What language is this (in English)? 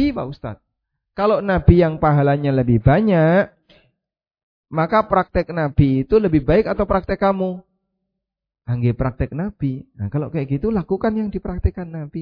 Indonesian